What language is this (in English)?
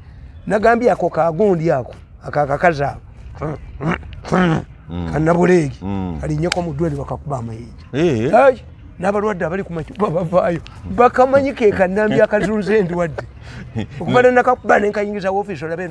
Ganda